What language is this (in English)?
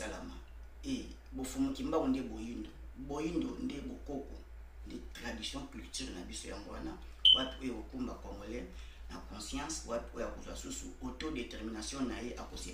Lingala